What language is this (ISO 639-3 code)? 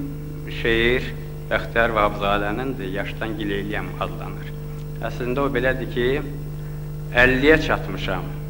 azb